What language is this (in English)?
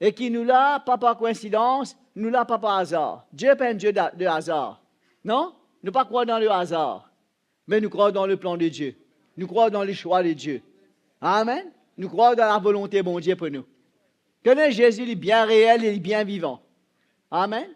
Morisyen